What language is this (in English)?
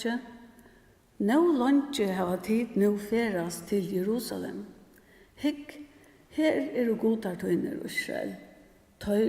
Faroese